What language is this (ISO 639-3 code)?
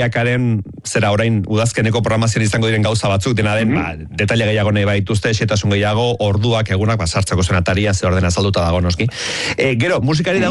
eus